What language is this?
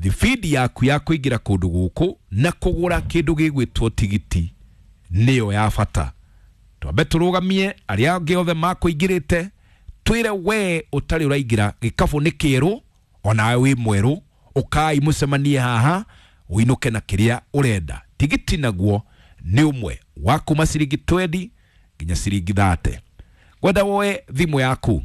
Kikuyu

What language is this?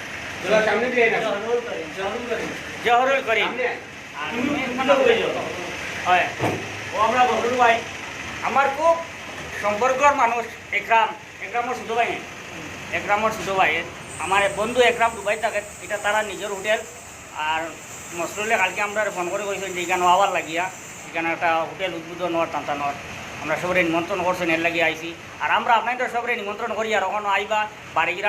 Sylheti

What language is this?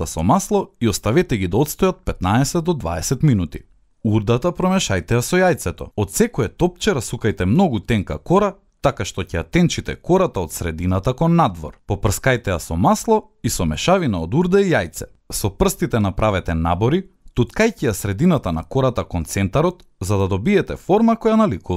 Macedonian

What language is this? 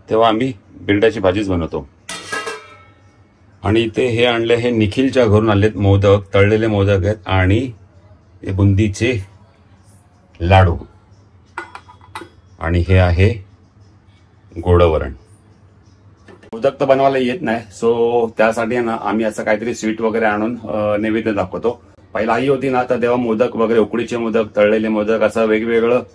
Marathi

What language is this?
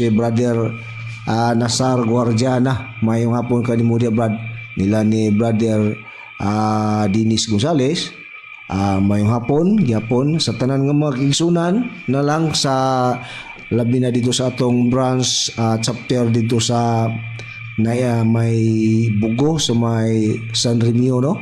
Cebuano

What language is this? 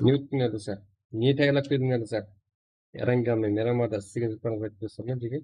Kara-Kalpak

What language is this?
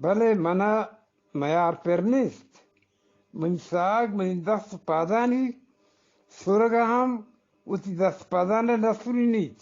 Eastern Balochi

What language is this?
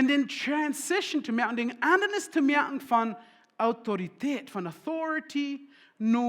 Plautdietsch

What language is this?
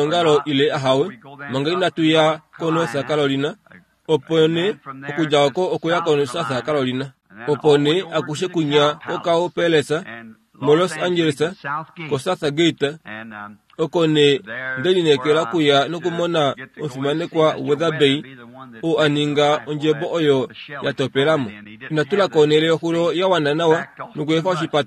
Kuanyama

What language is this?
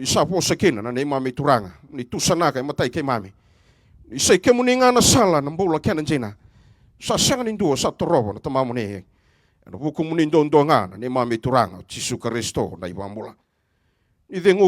Fijian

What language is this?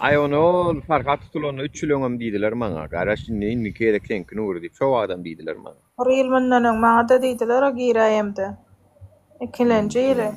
Turkmen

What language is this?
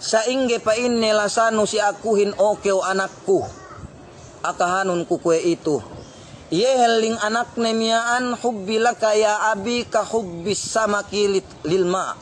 Yakan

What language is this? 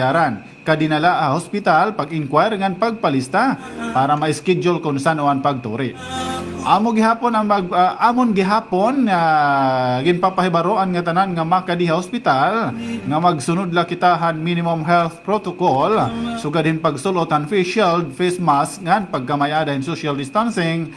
Waray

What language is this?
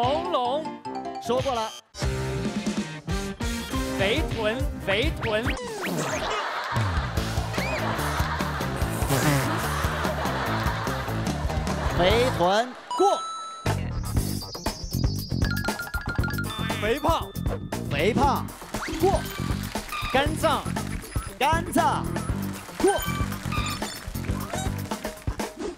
Chinese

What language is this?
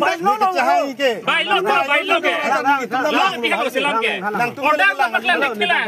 Karbi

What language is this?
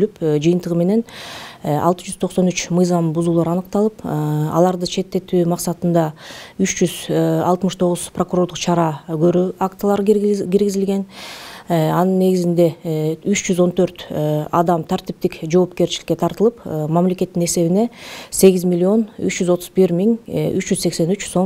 Kyrgyz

